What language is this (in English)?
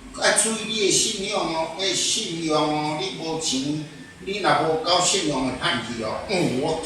Min Nan Chinese